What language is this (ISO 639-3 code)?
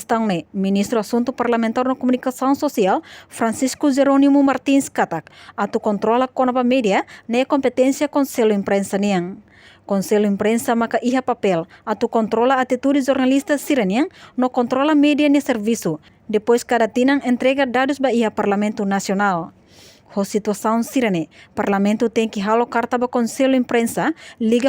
tet